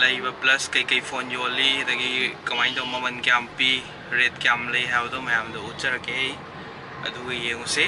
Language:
Manipuri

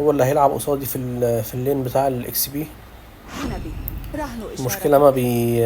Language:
Egyptian Arabic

